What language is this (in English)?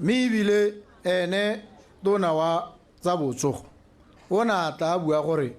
Tswana